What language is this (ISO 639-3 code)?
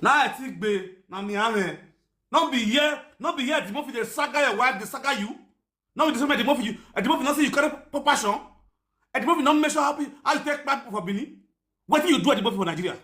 pcm